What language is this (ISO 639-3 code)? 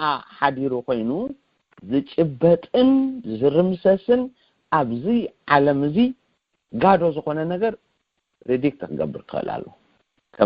tir